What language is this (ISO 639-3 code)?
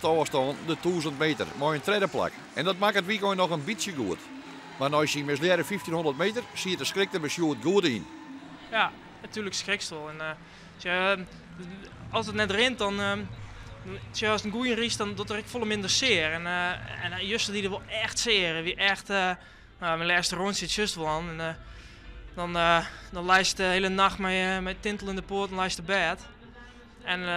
fry